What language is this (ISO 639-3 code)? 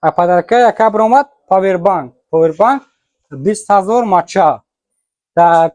tgk